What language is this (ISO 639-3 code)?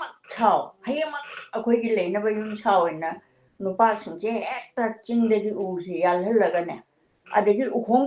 mni